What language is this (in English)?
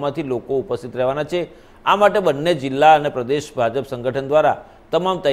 Gujarati